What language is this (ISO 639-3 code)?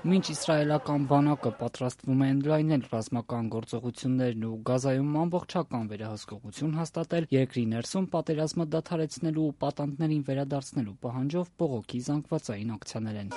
hye